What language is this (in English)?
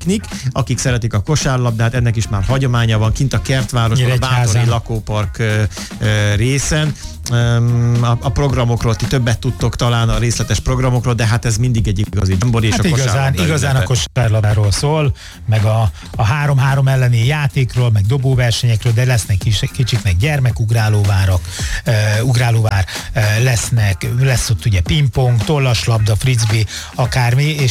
Hungarian